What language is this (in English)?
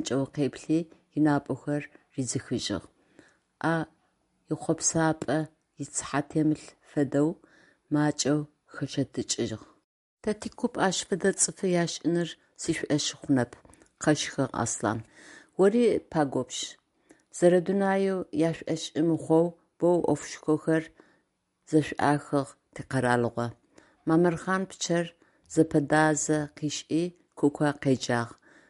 Adyghe